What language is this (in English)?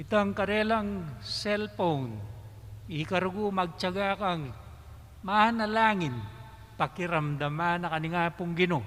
Pampanga